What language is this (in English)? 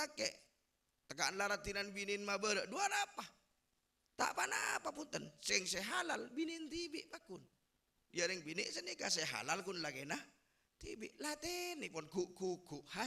Madurese